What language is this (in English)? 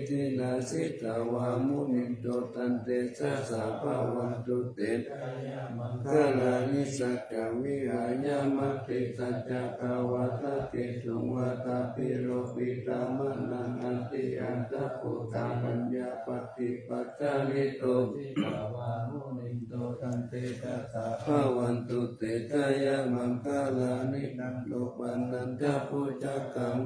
Pali